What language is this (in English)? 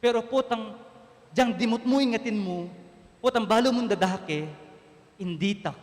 Pampanga